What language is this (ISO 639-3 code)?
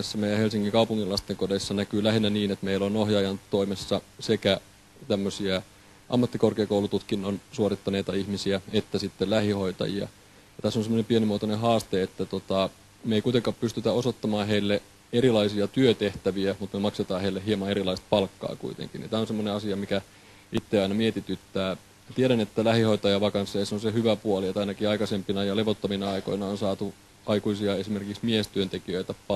fin